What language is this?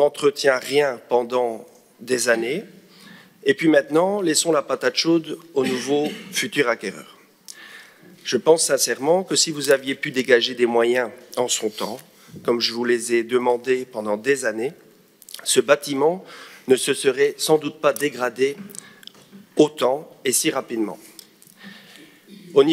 French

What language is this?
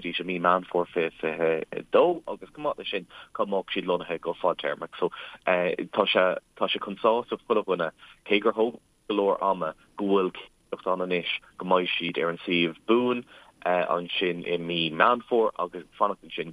Irish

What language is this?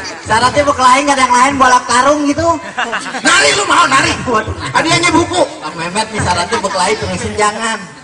Betawi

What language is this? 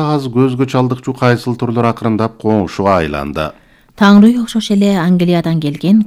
Kyrgyz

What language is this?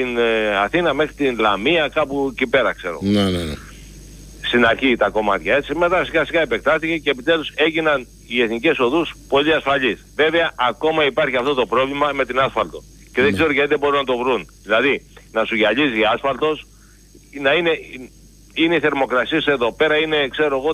Greek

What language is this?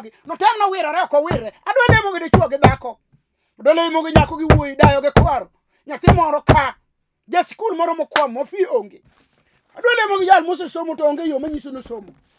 Luo (Kenya and Tanzania)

